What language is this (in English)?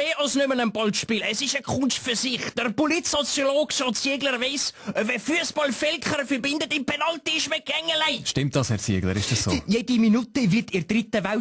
Swiss German